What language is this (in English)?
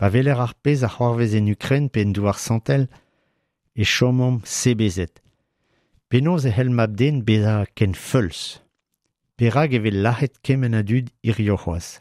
Breton